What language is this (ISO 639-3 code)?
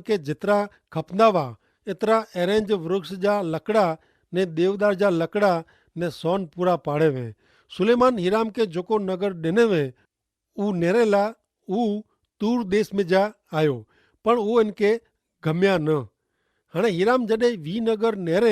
kfr